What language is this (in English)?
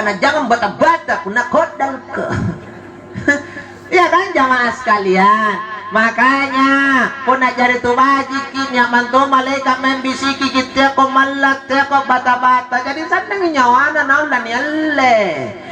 Makasar